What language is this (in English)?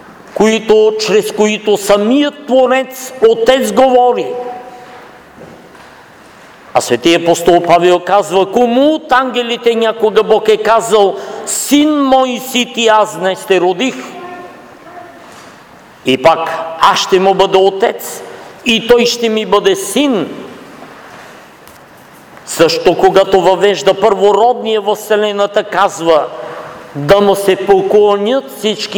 Bulgarian